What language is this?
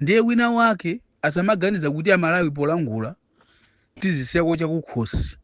Nyanja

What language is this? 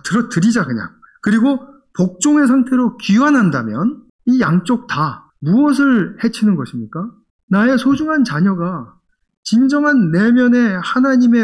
Korean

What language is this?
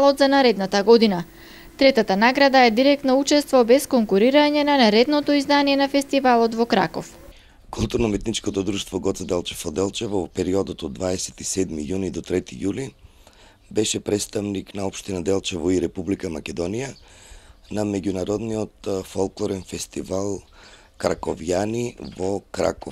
Macedonian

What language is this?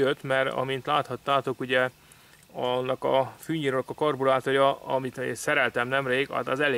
Hungarian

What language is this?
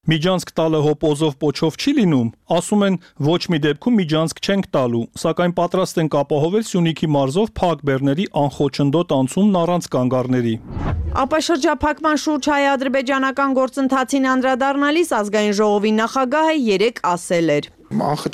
Armenian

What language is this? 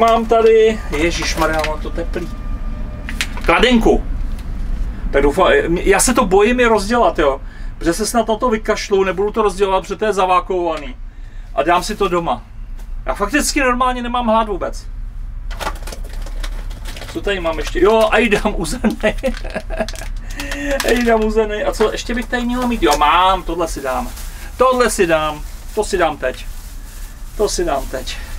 Czech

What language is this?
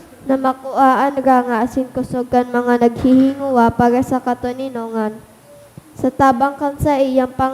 Bikol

